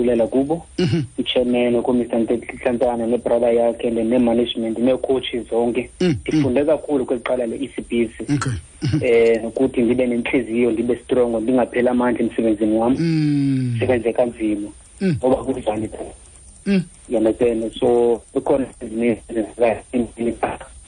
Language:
Xhosa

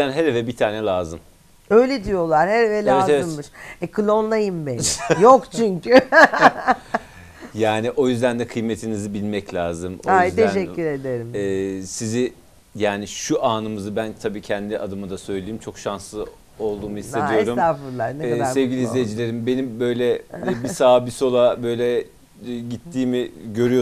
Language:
Turkish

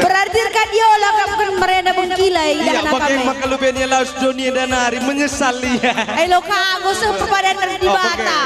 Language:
Batak Karo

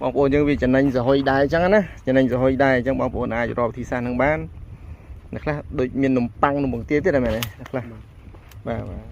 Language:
Khmer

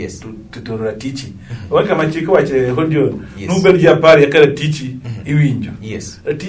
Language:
Luo (Kenya and Tanzania)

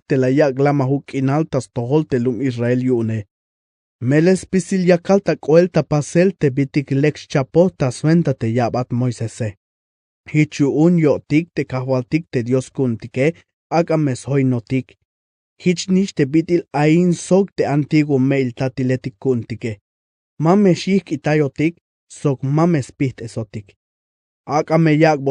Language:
Tzeltal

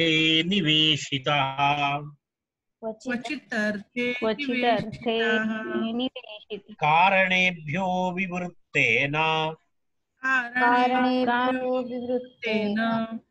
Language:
Sanskrit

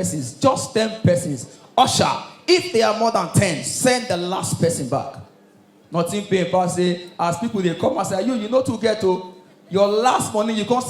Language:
Nigerian Pidgin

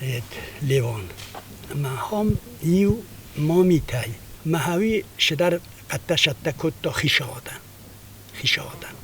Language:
Ossetic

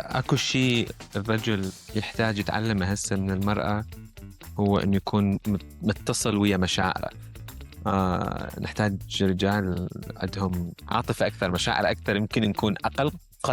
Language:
Mesopotamian Arabic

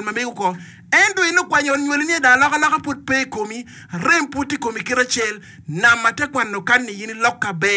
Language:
Acoli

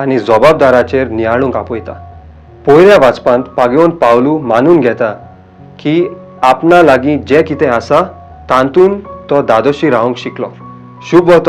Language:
Konkani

